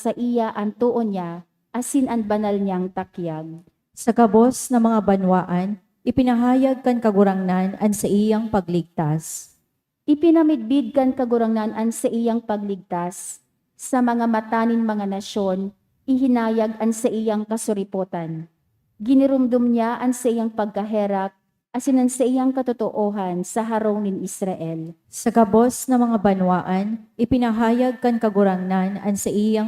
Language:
Bikol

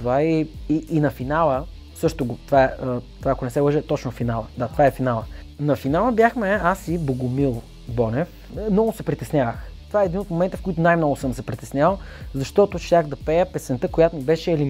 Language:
Bulgarian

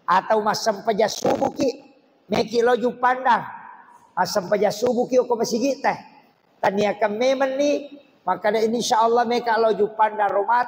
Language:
Buginese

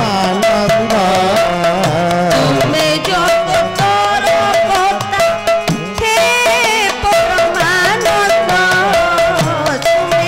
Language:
Odia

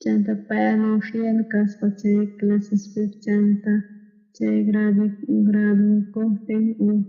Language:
South Bolivian Quechua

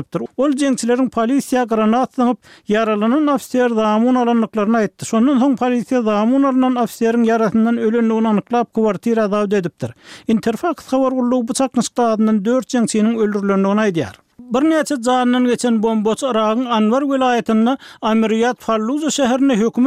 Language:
Turkmen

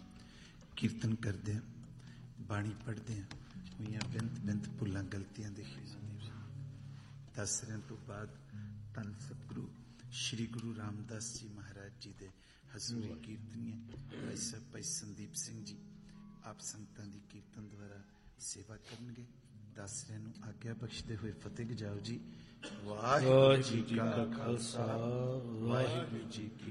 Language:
Punjabi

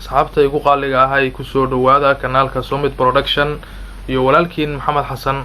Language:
Somali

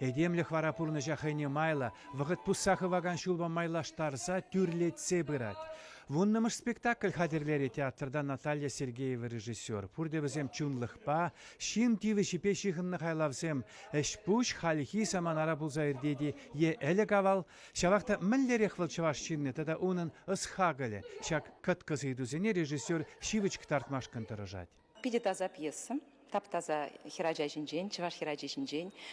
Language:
Chuvash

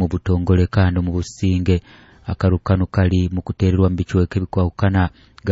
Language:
Nyoro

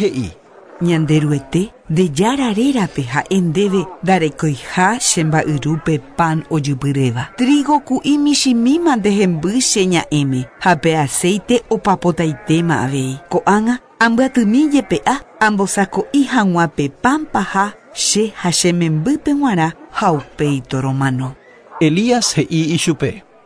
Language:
Guarani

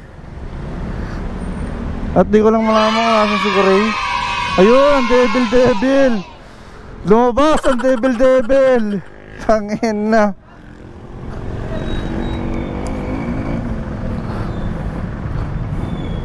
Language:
Filipino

